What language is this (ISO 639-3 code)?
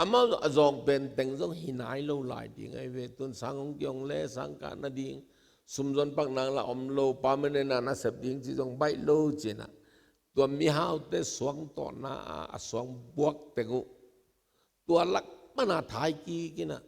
ctd